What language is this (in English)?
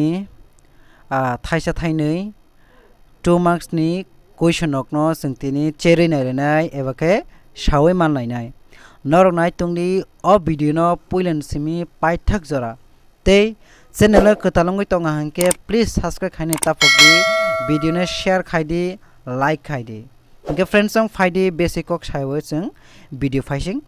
Kok Borok